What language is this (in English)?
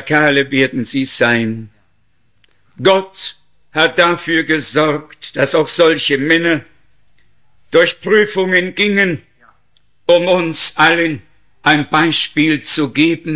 German